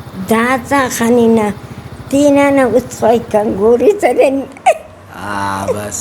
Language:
Brahui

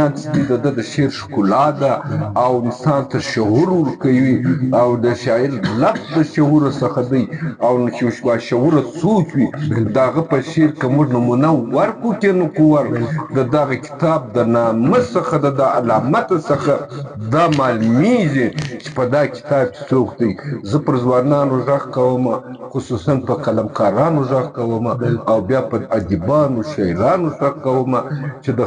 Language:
Pashto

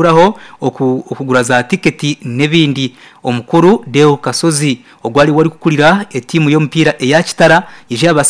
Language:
Nyankole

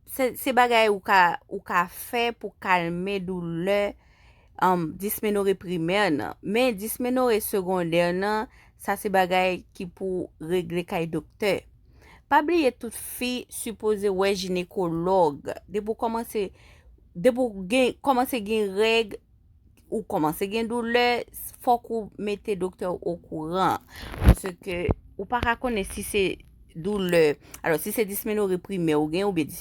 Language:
Haitian Creole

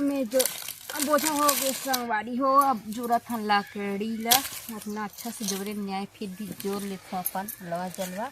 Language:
Chhattisgarhi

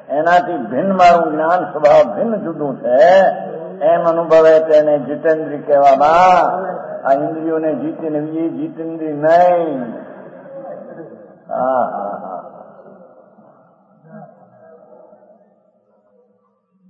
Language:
Gujarati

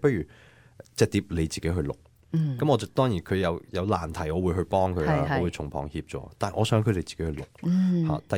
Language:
Cantonese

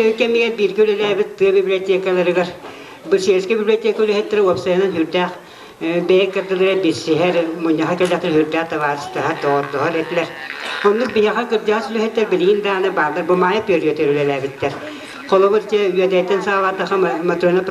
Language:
Yakut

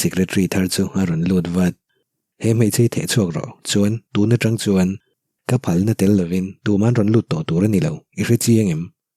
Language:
Mizo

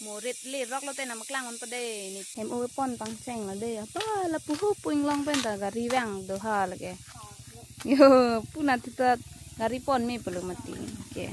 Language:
Karbi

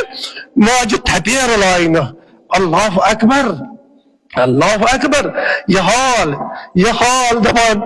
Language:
Kashmiri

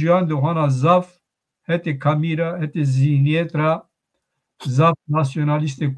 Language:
Zaza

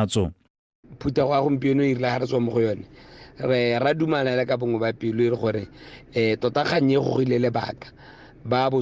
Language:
Tswana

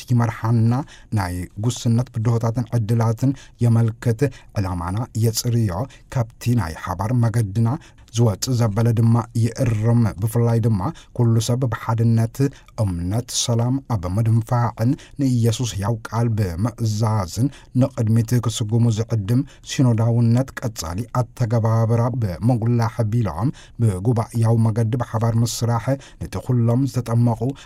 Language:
Tigrinya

